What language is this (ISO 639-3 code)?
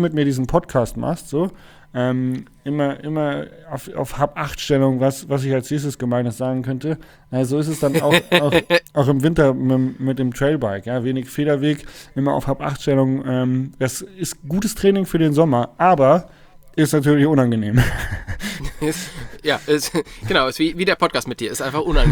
deu